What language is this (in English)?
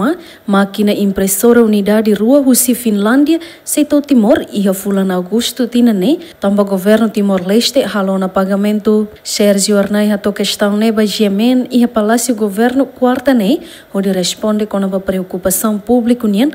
Tetum